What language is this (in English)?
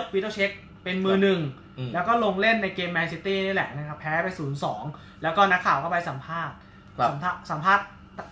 Thai